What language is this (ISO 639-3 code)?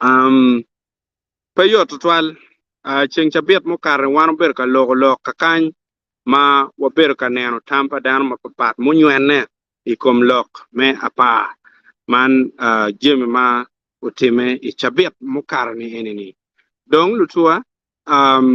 ach